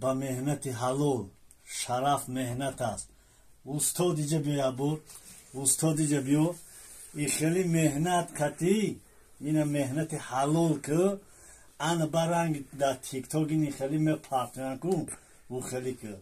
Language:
Tajik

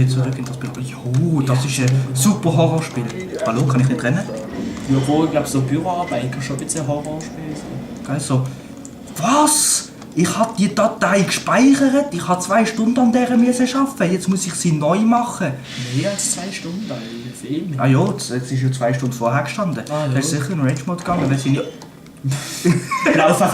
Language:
Swiss German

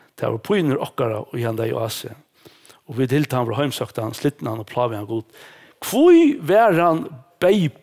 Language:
Faroese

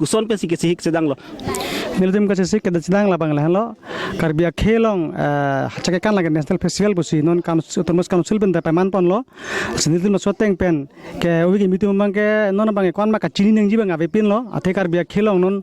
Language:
Karbi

